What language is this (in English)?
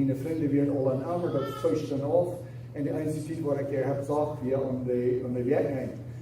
Plautdietsch